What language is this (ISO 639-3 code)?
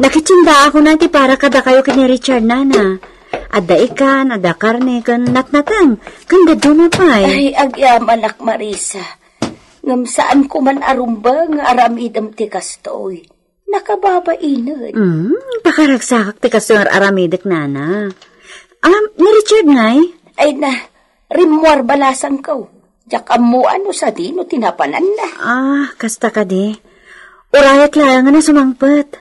ilo